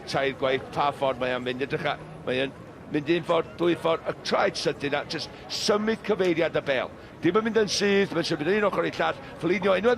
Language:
Welsh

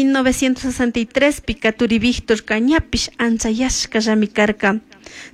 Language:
Chimborazo Highland Quichua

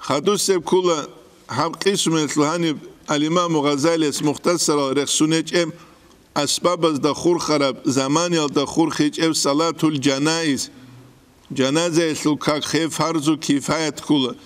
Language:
Avaric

